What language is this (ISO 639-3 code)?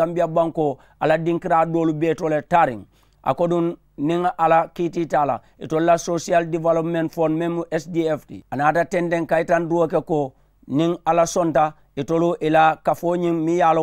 man